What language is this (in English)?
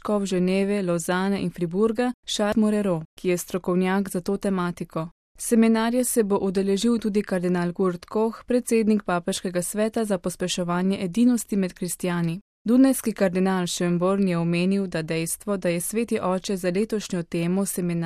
Slovenian